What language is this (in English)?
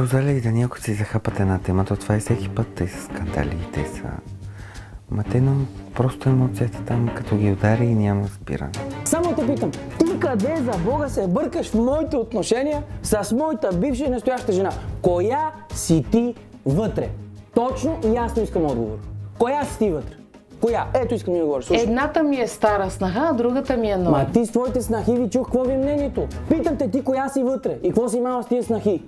Bulgarian